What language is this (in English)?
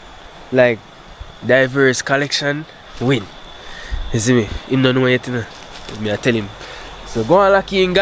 Jamaican Creole English